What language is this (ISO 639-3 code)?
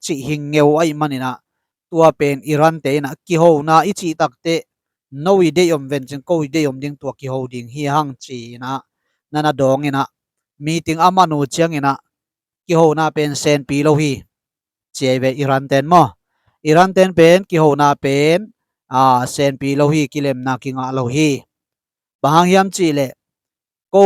ctd